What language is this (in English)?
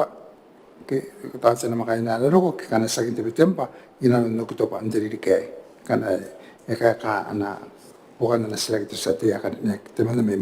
Gilbertese